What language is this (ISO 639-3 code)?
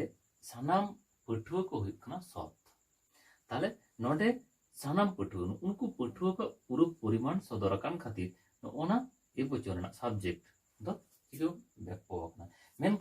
sat